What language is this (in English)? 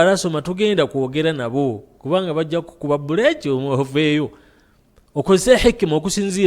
Ganda